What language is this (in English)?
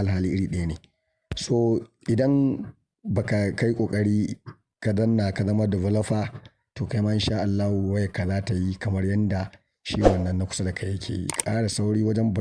Hausa